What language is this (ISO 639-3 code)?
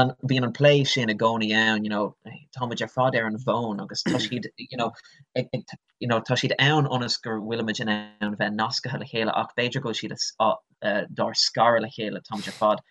gle